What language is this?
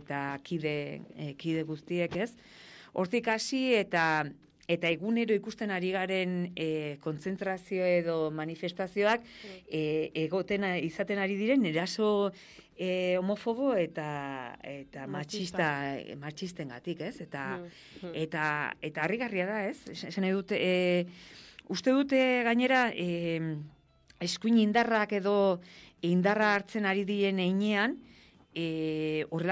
Basque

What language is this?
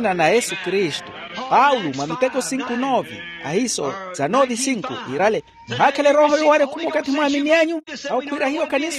Makhuwa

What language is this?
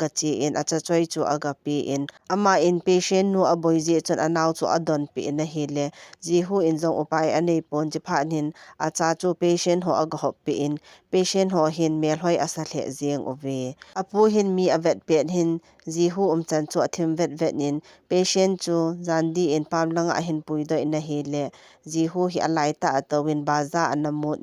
Thado Chin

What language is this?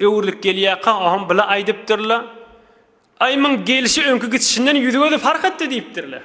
Turkmen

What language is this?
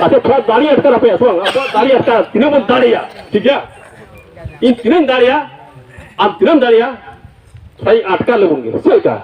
Santali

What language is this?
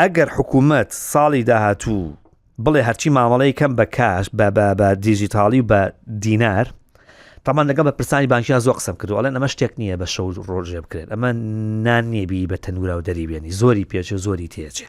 Central Kurdish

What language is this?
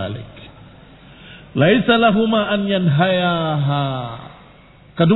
Indonesian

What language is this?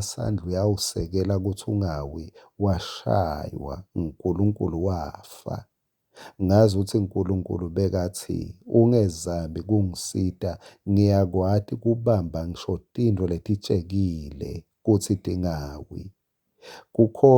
Swati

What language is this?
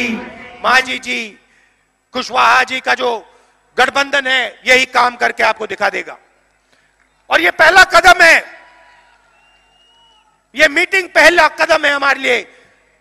Hindi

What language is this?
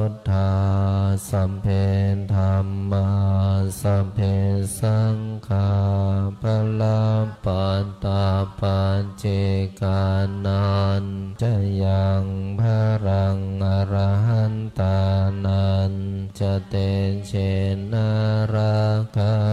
Pali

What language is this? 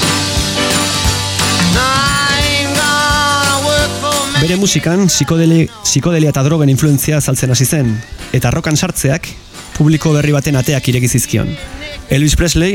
Basque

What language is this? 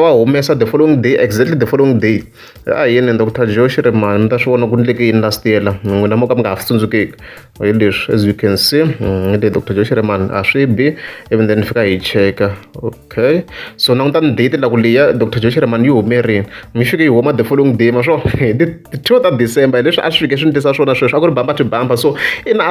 Tsonga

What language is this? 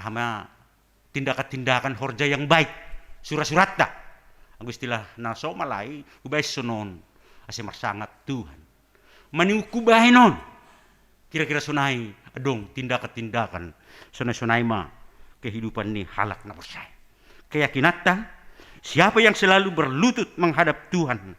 Batak Simalungun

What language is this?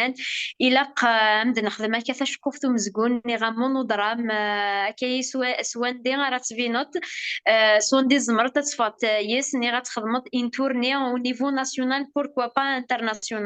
Kabyle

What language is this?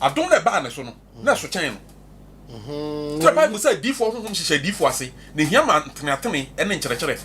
Akan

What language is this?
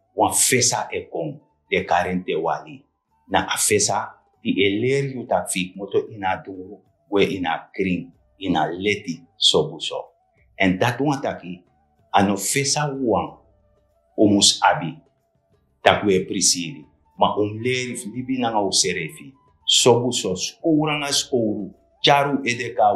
Sranan Tongo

